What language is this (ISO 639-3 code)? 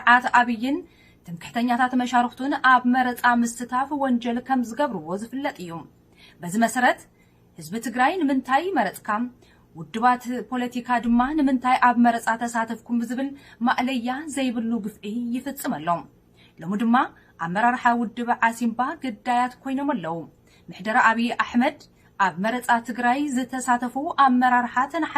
tir